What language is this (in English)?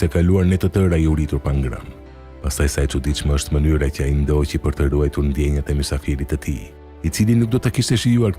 Albanian